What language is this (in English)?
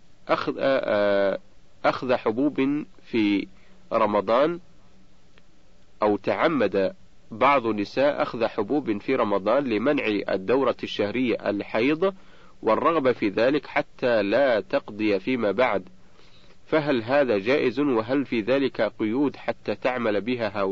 Arabic